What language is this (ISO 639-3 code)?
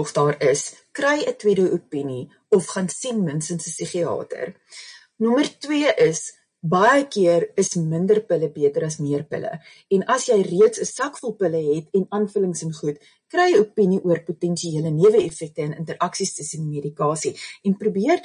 afr